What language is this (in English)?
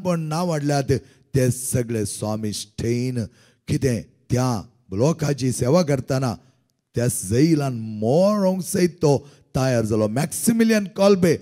Konkani